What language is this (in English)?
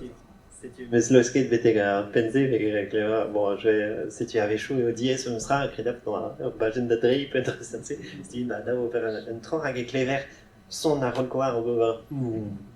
Breton